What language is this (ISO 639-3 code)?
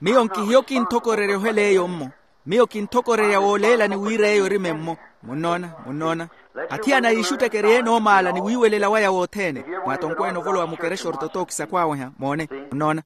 vmw